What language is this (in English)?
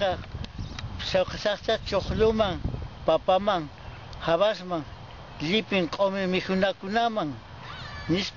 Quechua